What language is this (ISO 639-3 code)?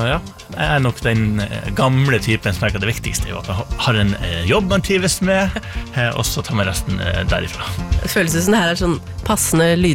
nor